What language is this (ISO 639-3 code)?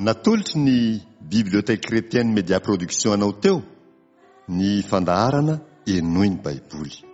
mlg